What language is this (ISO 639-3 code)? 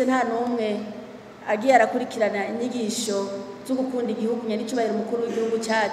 run